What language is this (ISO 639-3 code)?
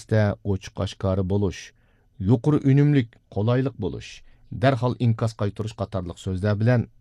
uig